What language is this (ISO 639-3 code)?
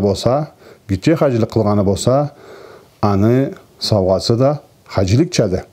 krc